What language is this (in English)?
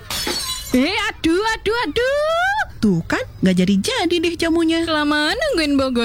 Indonesian